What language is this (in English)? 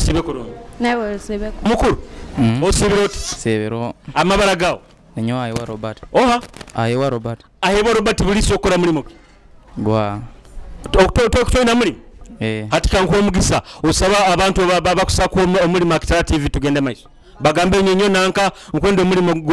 Nyoro